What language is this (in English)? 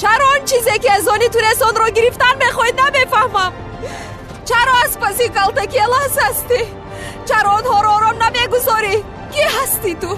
Tajik